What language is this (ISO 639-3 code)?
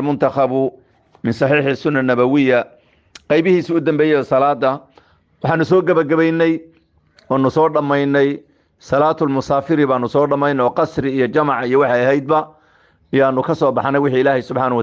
som